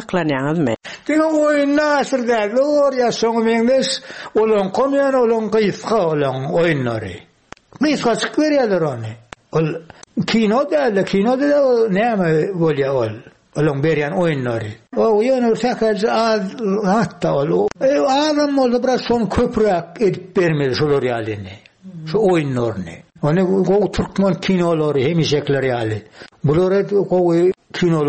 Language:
Turkmen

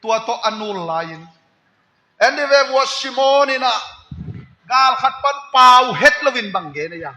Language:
Tedim Chin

